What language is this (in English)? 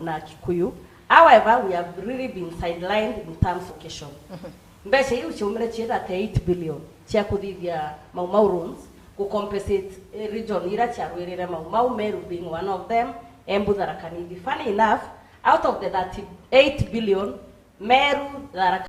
Meru